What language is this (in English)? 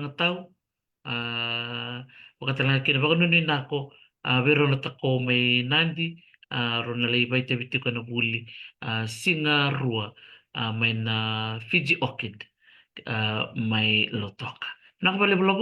Fijian